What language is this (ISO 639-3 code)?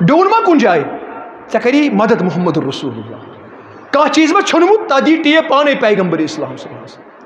kas